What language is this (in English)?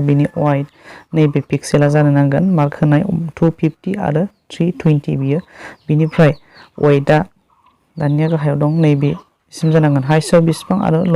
Bodo